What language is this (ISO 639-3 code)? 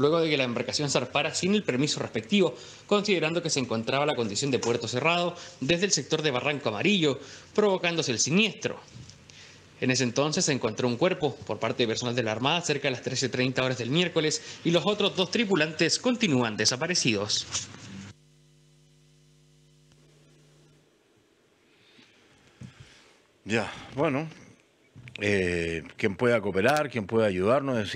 spa